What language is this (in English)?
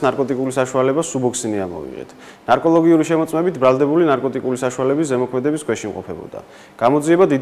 Georgian